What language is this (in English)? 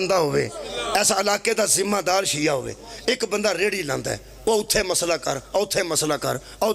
Pahari-Potwari